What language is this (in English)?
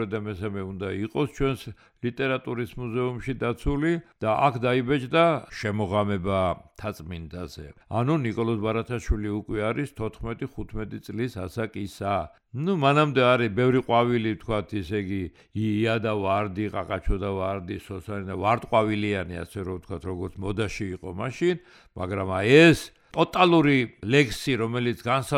Georgian